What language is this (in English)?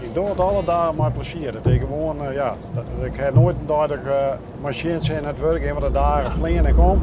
Western Frisian